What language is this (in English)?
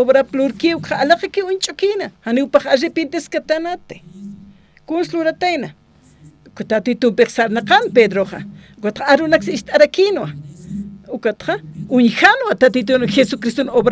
Aymara